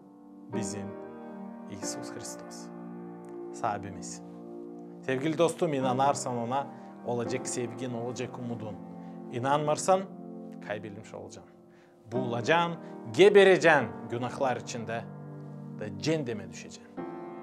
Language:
Gagauz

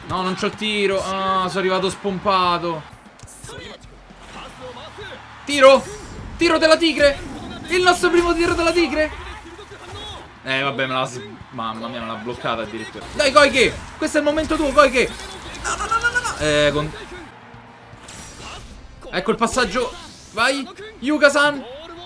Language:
Italian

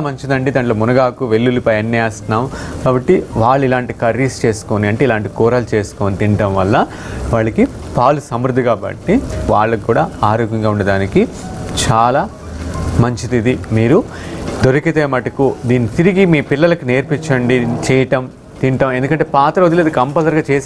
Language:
Telugu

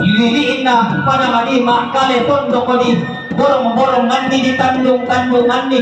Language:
Toraja-Sa'dan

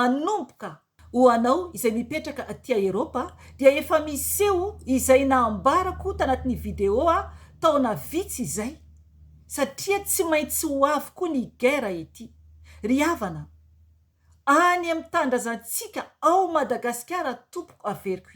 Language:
Malagasy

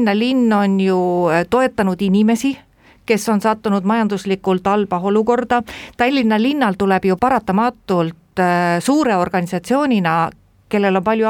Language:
Estonian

